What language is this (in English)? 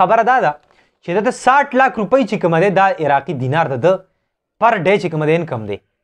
Pashto